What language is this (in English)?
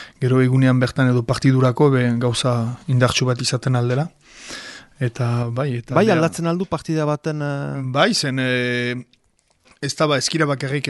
Basque